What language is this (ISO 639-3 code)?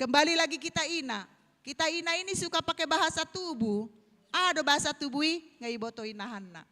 bbc